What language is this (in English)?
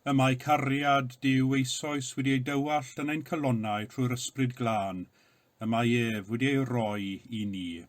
Welsh